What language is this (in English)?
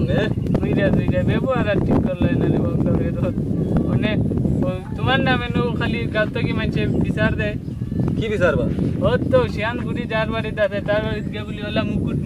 Sylheti